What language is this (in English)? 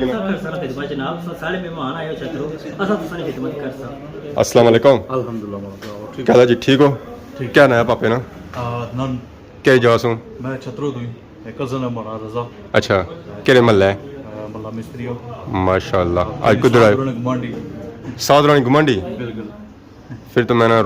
Pahari-Potwari